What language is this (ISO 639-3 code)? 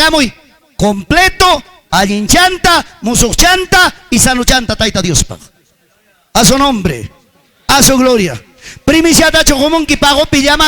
quy